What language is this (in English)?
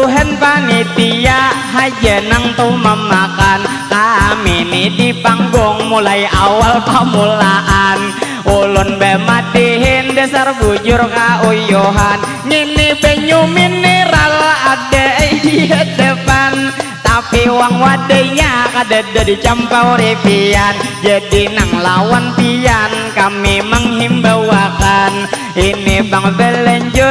Banjar